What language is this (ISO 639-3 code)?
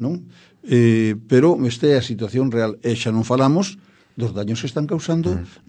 glg